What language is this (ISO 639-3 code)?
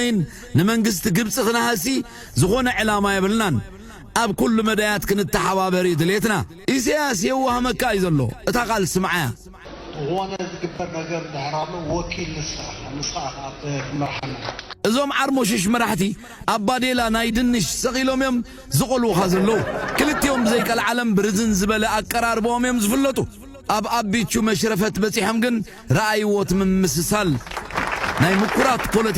tir